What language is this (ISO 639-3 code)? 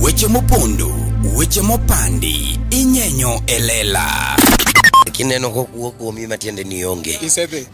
luo